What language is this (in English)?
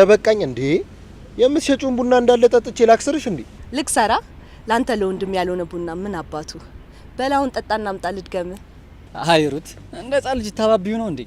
Amharic